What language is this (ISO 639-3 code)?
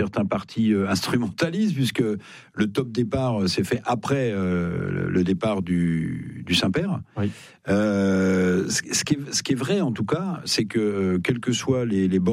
fra